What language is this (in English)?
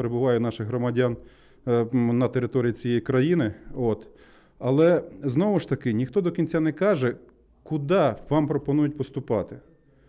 Ukrainian